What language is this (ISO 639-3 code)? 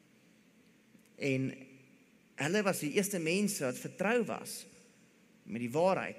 afr